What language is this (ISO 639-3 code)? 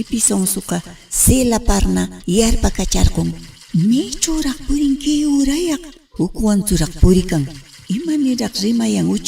que